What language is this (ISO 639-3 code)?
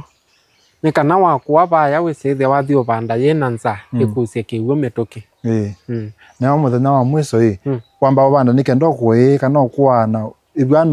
kam